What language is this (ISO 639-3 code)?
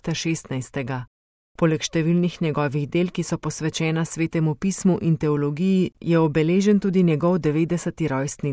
slv